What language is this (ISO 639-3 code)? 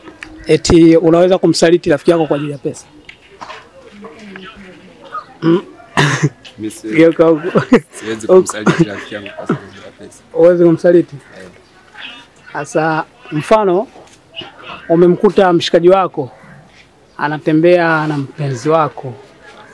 swa